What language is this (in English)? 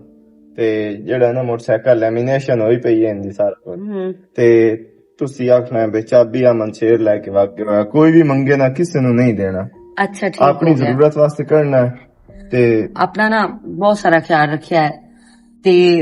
Western Panjabi